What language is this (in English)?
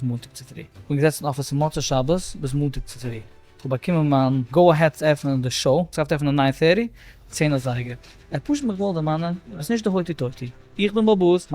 Yiddish